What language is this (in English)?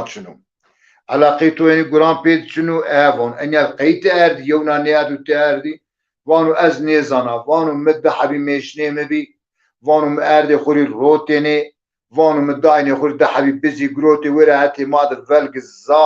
Zaza